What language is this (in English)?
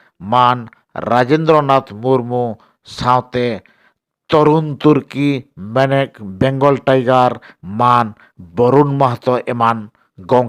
Santali